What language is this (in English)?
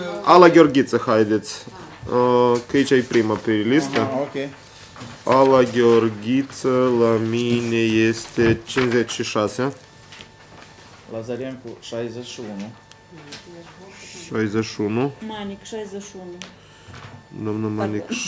Romanian